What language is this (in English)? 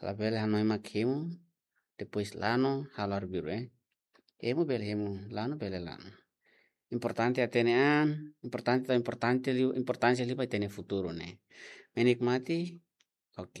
Tetum